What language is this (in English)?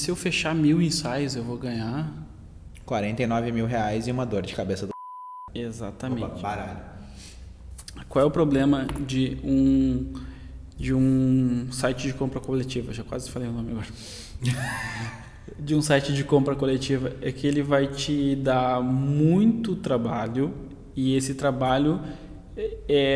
Portuguese